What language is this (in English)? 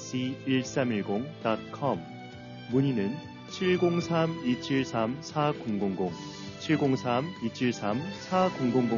Korean